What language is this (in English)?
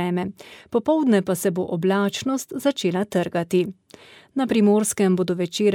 Slovenian